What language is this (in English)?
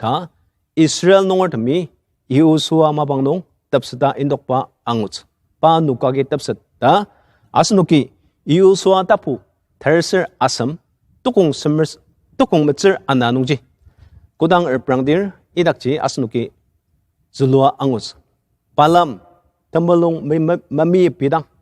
Ao Naga